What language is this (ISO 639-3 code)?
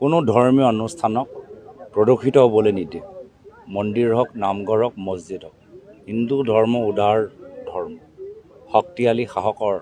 asm